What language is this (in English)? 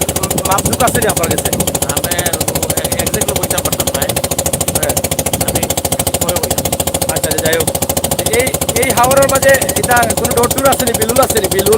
Sylheti